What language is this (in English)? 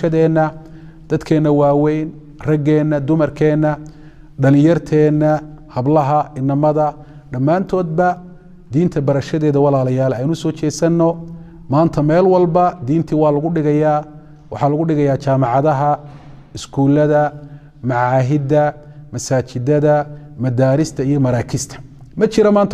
Somali